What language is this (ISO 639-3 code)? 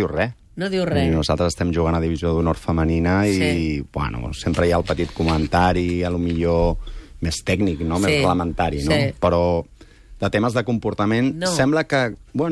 cat